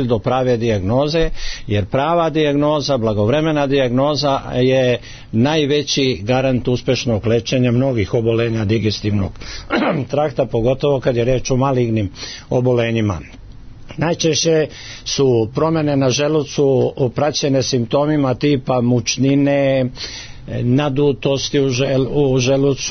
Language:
Serbian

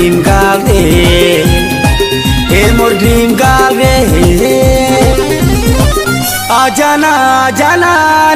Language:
Sambalpuri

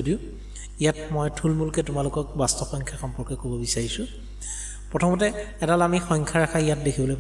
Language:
Assamese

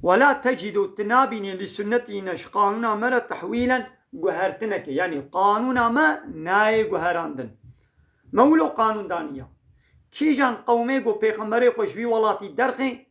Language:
Kurdish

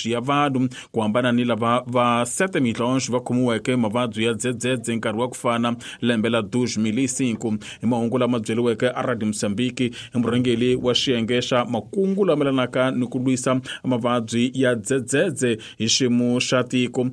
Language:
Tsonga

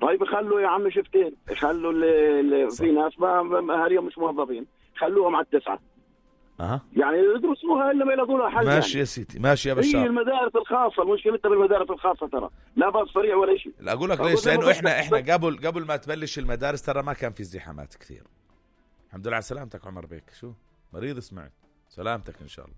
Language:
North Levantine Arabic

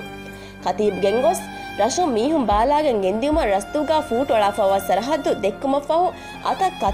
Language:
Divehi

